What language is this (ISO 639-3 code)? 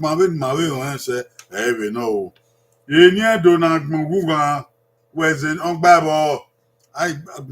bin